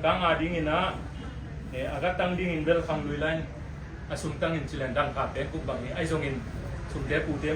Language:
Tedim Chin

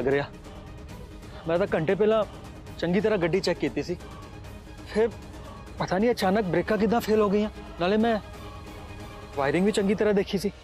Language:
Punjabi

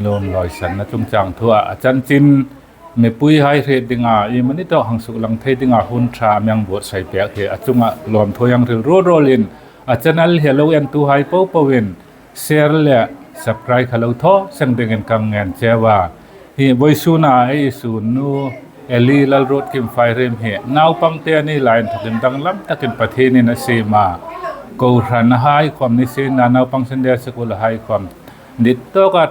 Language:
Hmar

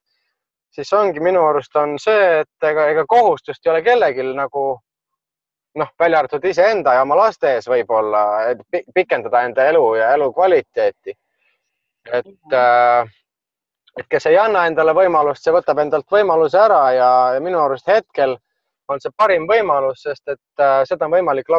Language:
Estonian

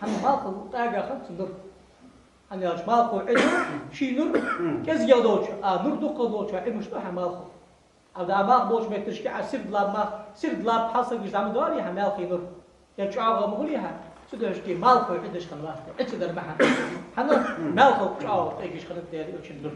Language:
Ingush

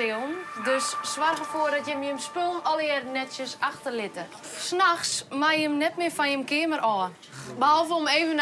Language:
Western Frisian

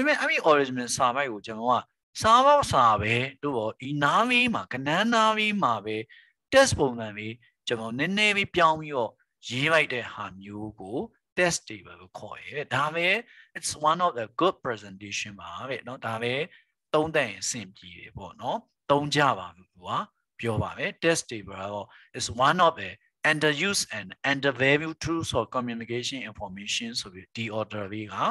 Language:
Burmese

